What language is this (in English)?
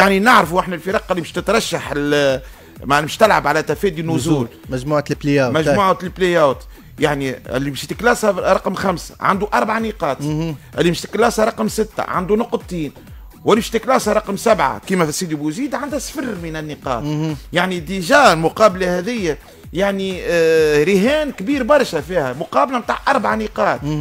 Tunisian Arabic